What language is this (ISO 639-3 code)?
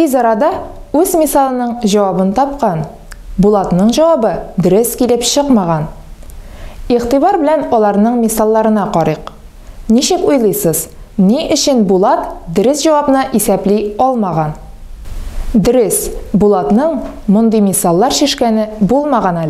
tat